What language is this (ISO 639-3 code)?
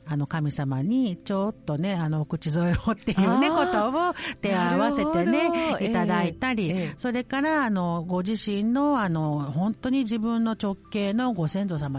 jpn